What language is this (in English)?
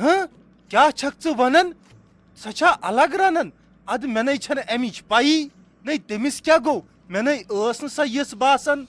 Kashmiri